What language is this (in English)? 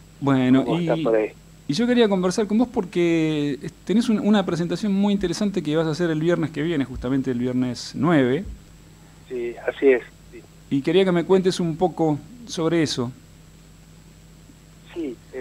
Spanish